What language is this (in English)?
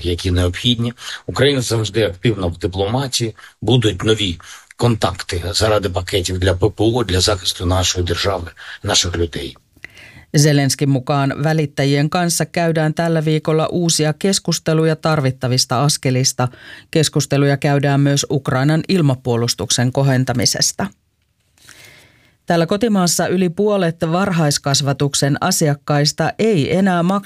Finnish